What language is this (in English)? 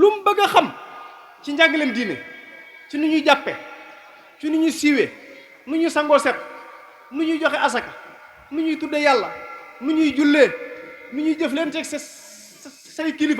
Wolof